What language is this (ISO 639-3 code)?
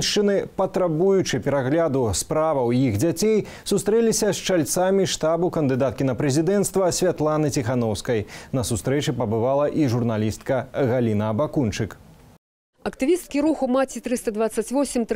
bel